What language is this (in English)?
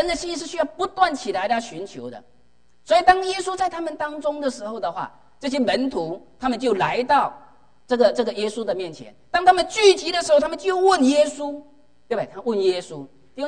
Chinese